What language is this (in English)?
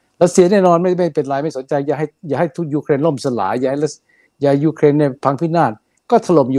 Thai